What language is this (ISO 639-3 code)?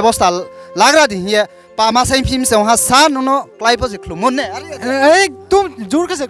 ria